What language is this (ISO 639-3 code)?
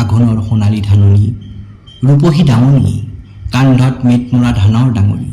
asm